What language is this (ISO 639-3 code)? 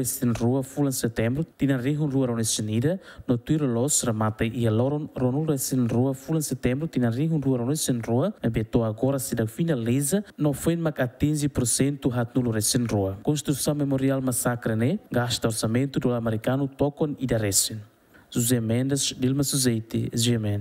tet